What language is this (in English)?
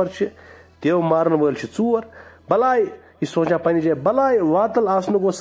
Kashmiri